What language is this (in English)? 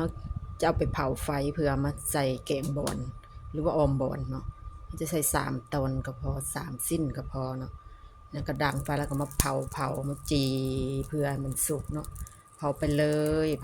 Lao